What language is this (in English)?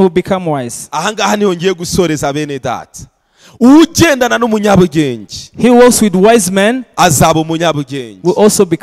Kinyarwanda